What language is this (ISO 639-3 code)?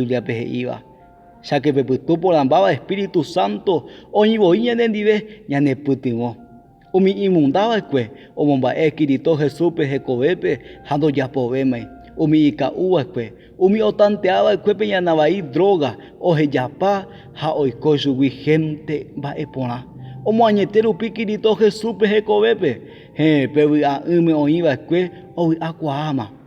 grn